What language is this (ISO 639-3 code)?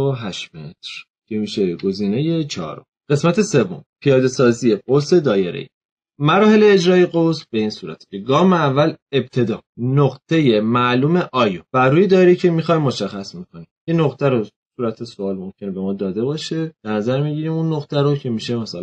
fas